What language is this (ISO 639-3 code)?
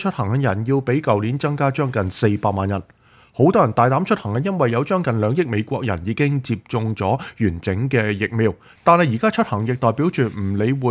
yue